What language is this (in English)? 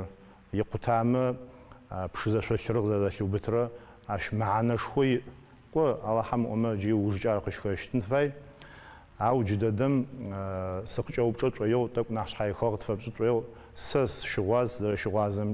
Adyghe